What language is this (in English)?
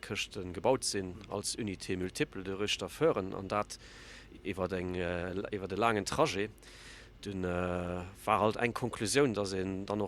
Luxembourgish